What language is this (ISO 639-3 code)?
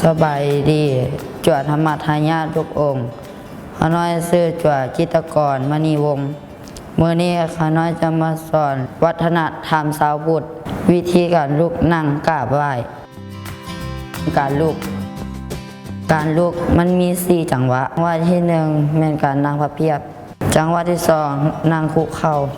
lao